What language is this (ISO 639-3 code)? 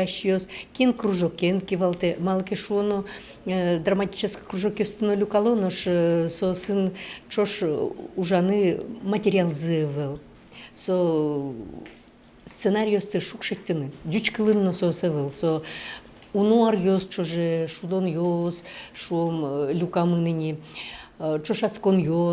udm